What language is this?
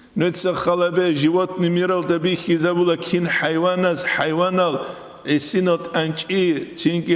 Avaric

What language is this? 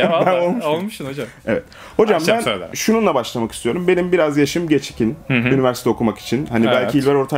Turkish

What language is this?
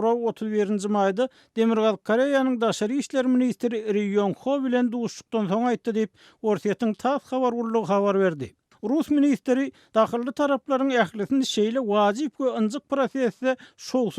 Turkmen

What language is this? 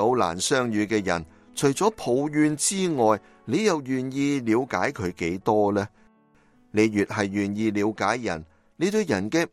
Cantonese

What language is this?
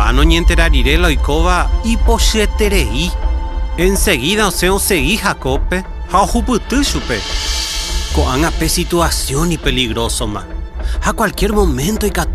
Guarani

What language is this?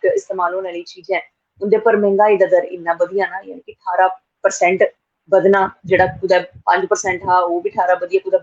Dogri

